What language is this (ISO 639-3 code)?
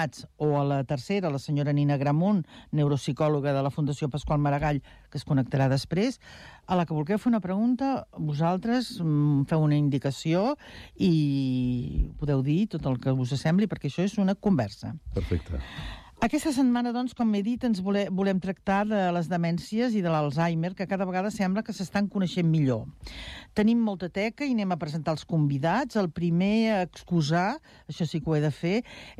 cat